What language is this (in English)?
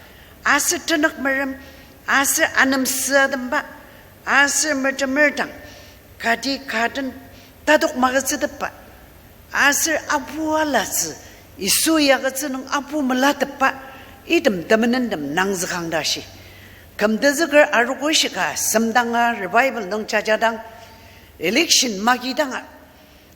Ao Naga